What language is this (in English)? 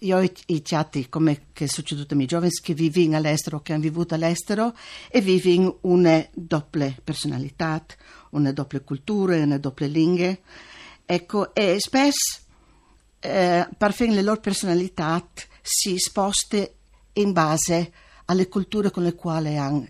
Friulian